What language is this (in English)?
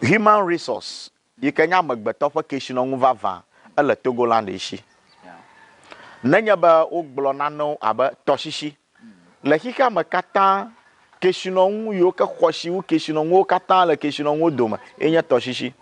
Ewe